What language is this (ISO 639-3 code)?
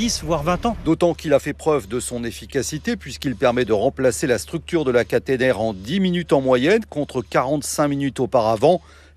fra